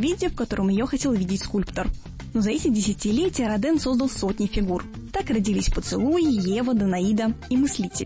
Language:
Russian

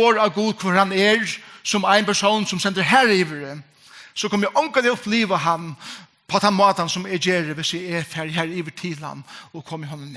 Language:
Faroese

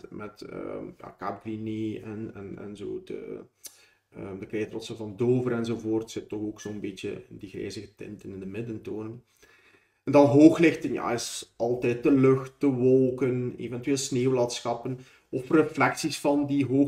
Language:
Dutch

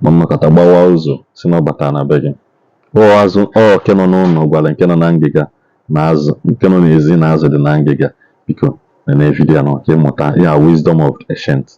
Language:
Igbo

